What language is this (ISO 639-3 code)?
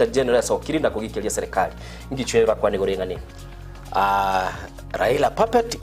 guz